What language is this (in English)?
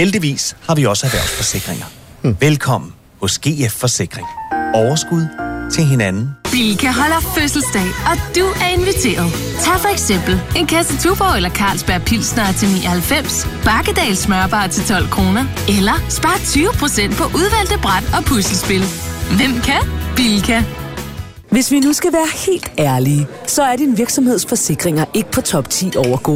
Danish